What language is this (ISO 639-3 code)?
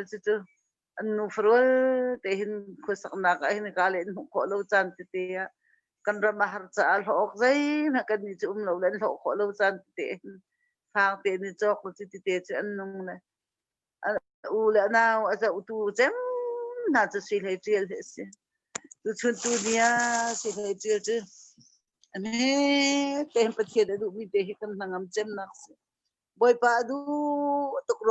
cnh